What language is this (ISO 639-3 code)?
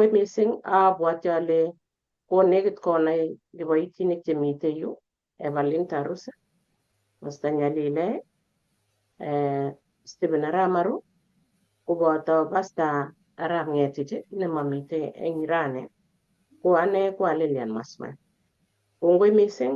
kln